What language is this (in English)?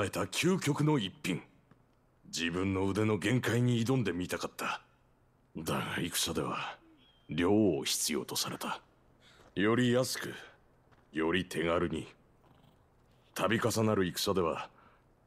Japanese